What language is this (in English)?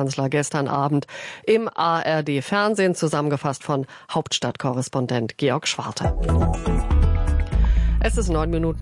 German